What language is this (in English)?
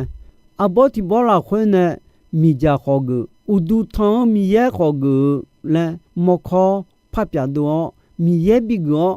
Akha